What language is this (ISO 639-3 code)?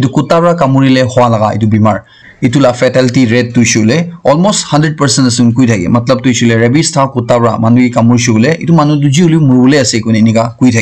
nag